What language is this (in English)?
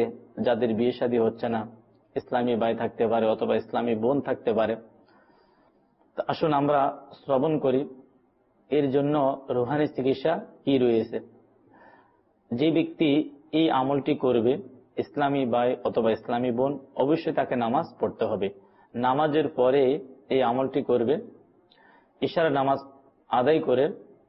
Bangla